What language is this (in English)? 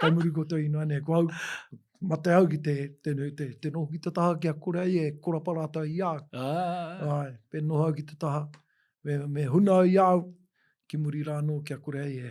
Māori